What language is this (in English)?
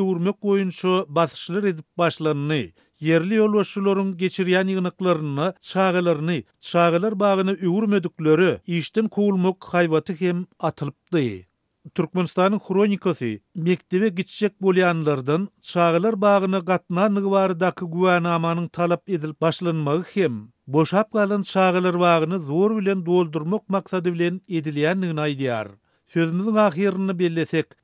Turkmen